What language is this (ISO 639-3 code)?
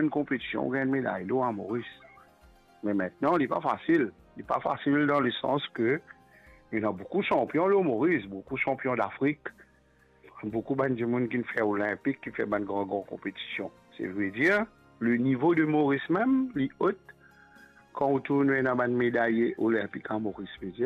mfe